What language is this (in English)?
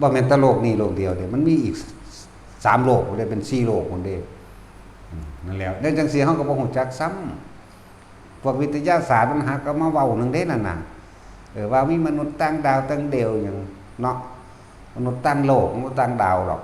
Northeastern Thai